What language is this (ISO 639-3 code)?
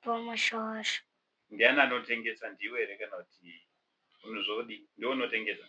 sna